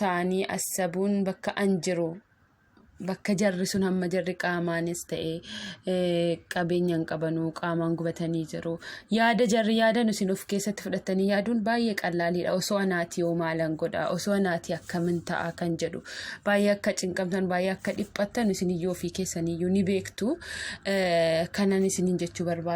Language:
Oromo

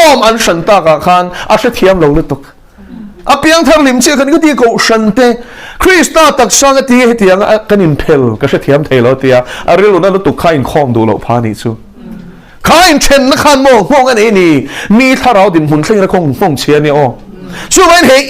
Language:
Mizo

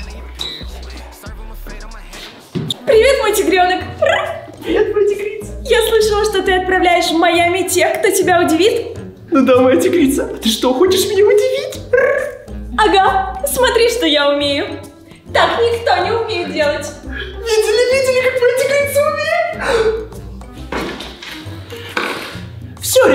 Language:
Russian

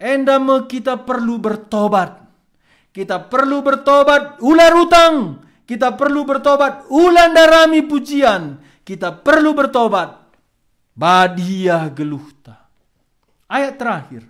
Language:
Batak Karo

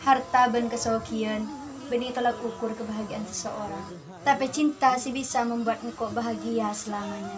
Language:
Madurese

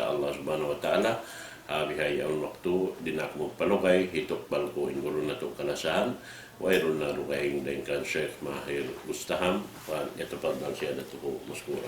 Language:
Tausug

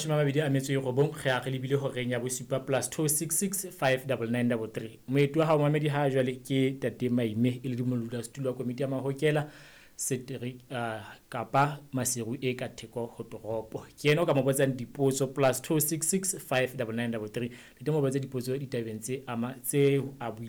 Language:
Southern Sotho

